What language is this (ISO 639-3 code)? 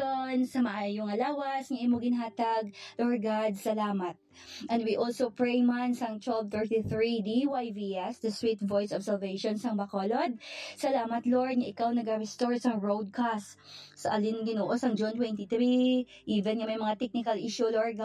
hil